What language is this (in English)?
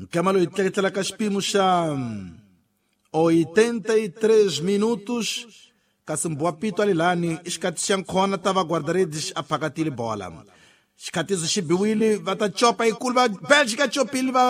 Tsonga